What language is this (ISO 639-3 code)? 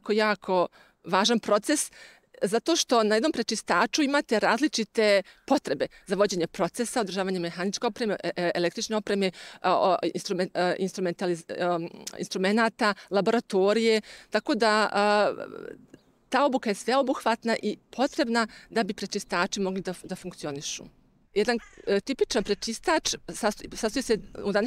srp